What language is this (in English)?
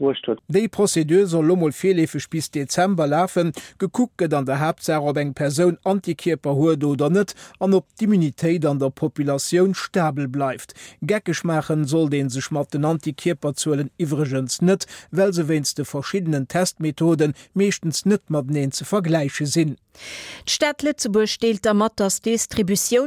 Luxembourgish